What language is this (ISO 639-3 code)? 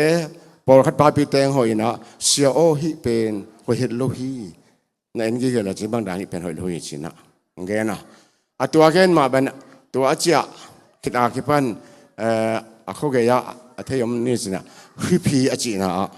ctd